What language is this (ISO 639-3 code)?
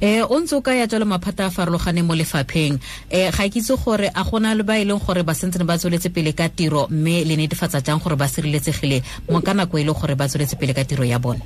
tsn